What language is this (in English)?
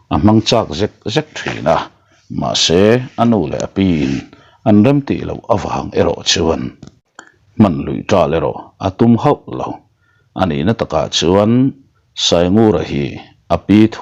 Mizo